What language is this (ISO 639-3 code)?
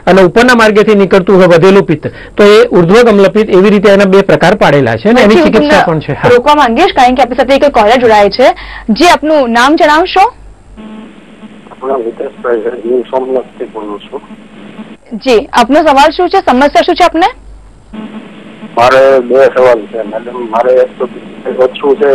guj